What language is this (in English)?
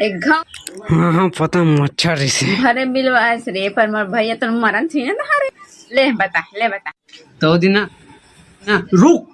Chhattisgarhi